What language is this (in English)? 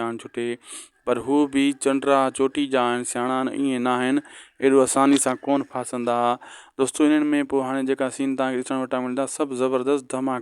Sindhi